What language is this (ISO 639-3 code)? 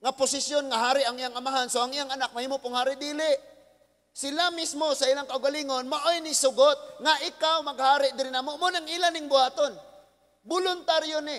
ceb